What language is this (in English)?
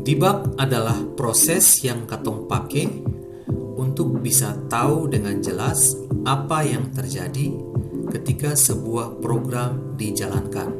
Ambonese Malay